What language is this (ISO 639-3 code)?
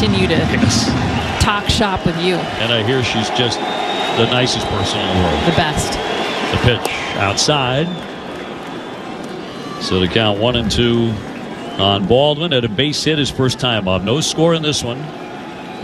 eng